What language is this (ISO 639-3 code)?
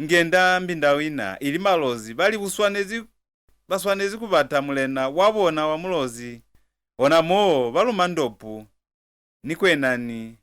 loz